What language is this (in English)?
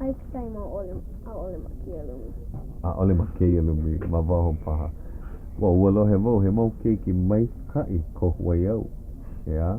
Hawaiian